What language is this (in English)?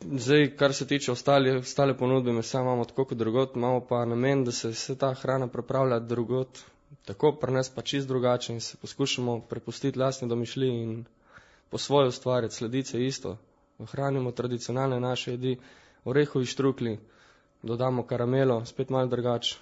Slovenian